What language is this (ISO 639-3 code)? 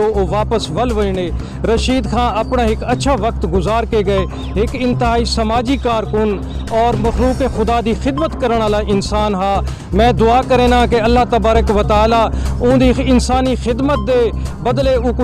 skr